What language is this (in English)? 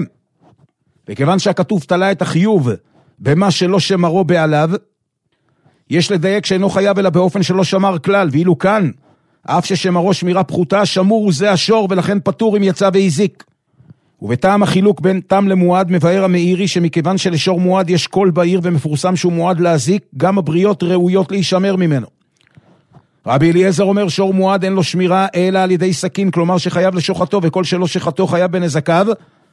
Hebrew